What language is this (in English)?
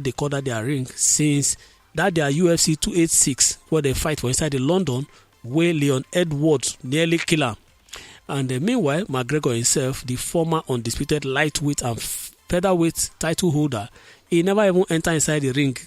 Nigerian Pidgin